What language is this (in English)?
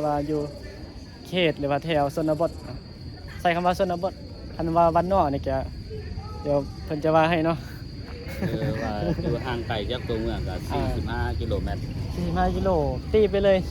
Northeastern Thai